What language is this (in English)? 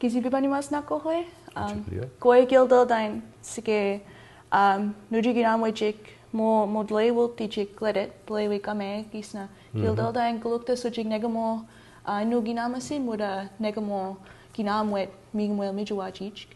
Mi'kmaw